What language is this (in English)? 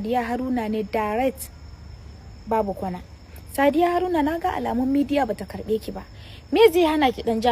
Hausa